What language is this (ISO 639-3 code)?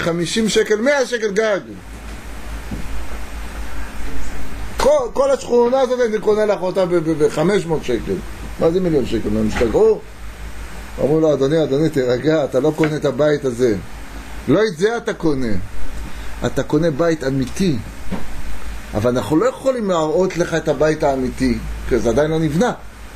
heb